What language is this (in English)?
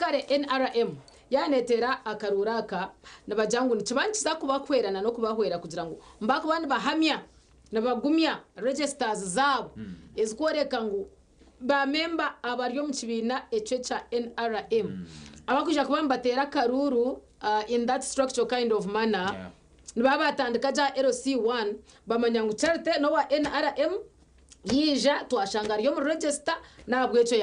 Nyankole